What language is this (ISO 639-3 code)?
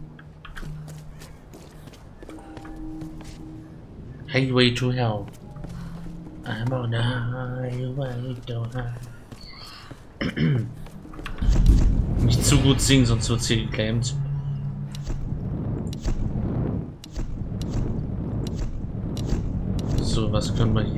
deu